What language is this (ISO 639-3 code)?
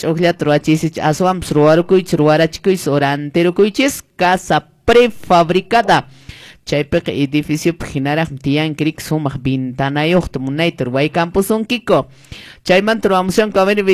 que